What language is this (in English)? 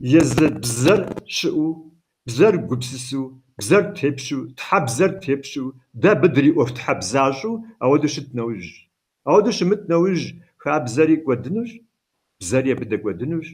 Kabardian